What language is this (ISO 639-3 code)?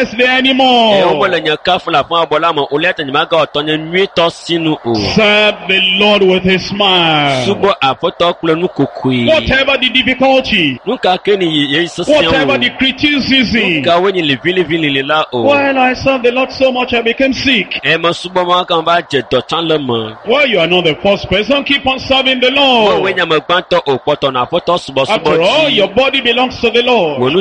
ewe